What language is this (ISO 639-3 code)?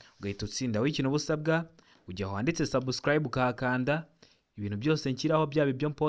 kin